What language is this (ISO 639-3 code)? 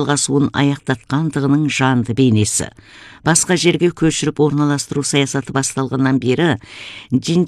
kaz